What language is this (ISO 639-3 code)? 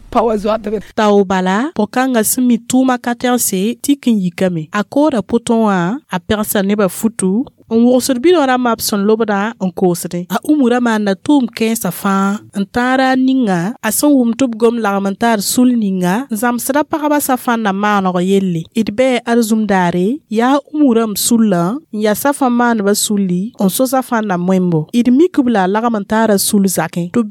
mos